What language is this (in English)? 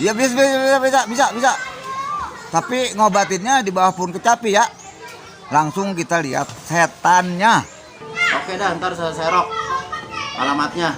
Betawi